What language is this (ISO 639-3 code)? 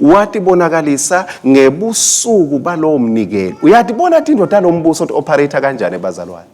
ssw